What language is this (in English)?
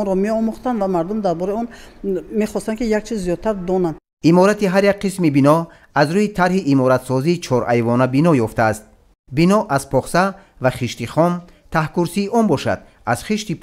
Tajik